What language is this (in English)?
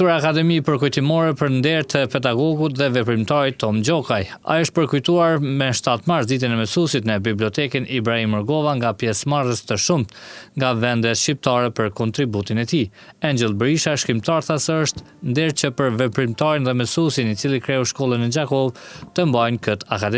Albanian